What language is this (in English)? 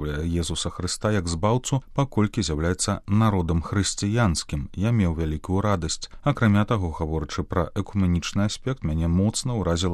Belarusian